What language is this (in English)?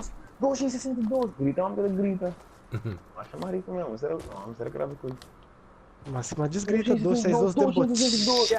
Papiamento